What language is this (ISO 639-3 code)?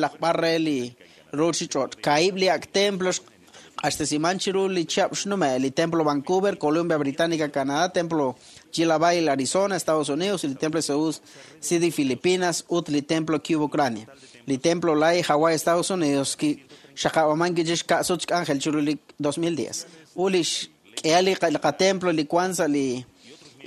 kek